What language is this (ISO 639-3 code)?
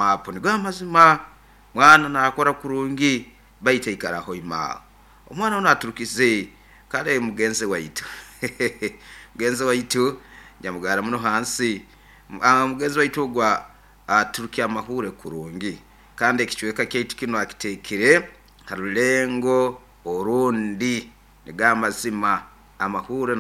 nyo